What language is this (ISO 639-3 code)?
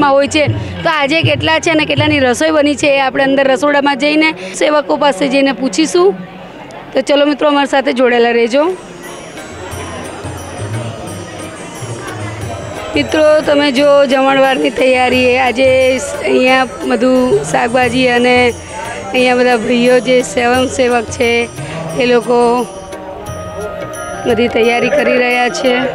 guj